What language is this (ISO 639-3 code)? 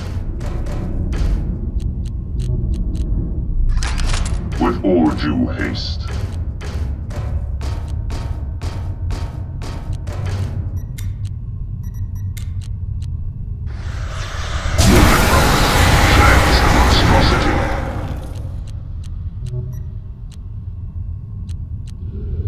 eng